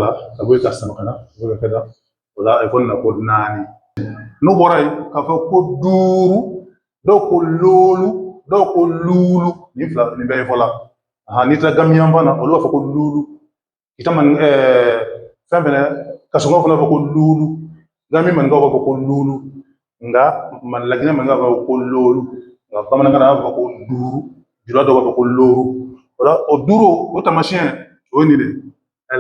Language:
Bambara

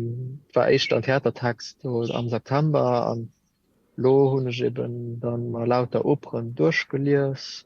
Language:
Luxembourgish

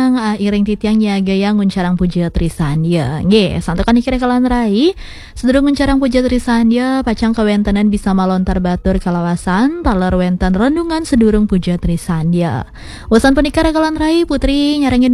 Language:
Balinese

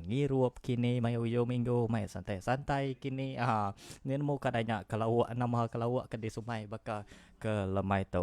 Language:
Iban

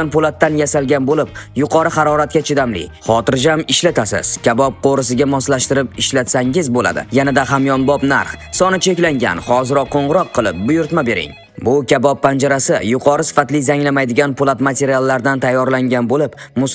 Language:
Uzbek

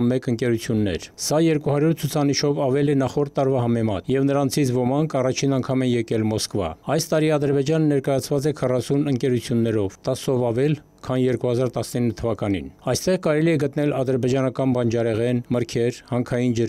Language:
Armenian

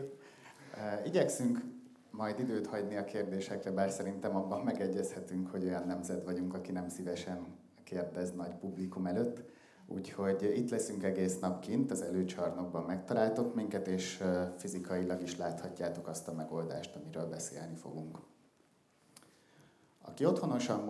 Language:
Hungarian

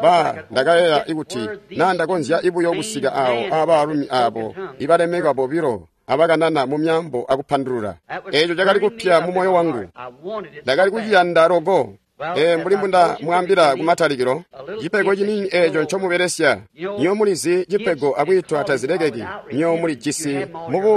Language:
Tonga (Zambia)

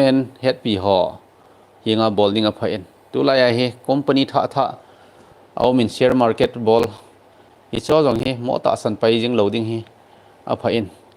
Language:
Thado Chin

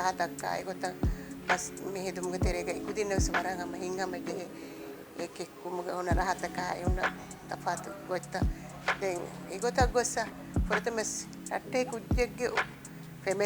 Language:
Divehi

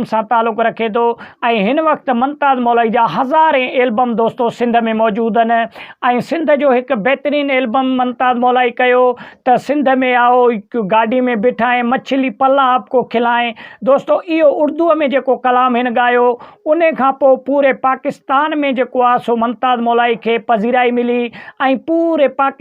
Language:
Sindhi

